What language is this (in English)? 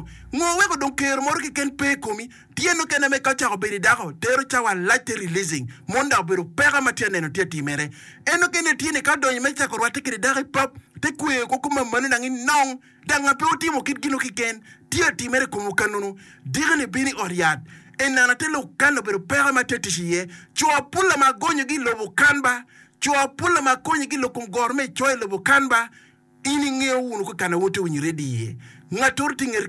Acoli